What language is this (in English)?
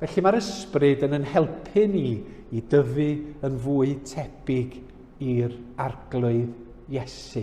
Welsh